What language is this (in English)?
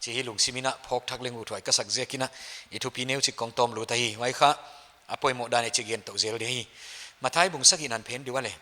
Paite Chin